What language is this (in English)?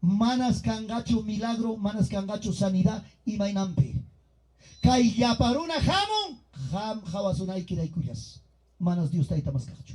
Ayacucho Quechua